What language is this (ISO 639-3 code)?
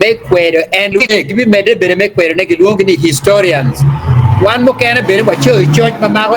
ach